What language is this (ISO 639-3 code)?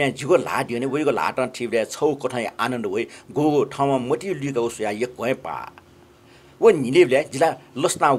new